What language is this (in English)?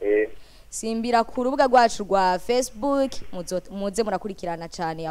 Rundi